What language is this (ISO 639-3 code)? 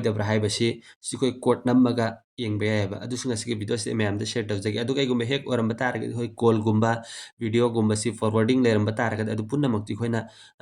mni